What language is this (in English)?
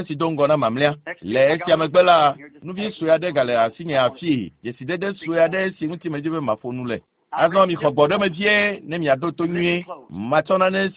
Ewe